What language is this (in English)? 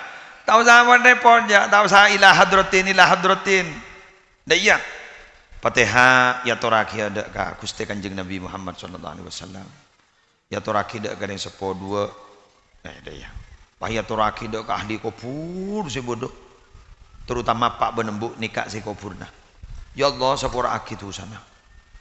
Madurese